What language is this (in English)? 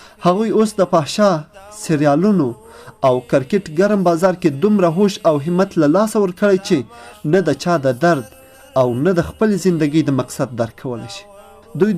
Pashto